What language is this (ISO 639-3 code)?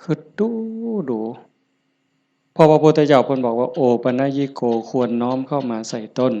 tts